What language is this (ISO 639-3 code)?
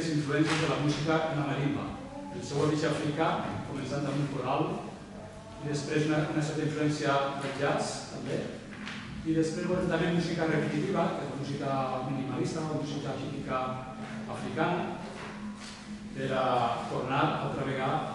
cat